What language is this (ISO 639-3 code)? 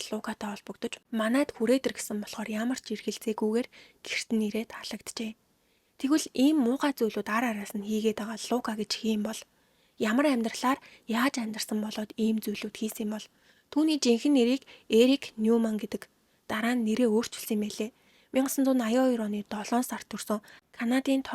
mon